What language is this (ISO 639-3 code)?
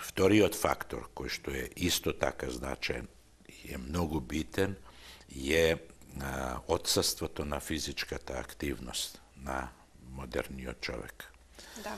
mkd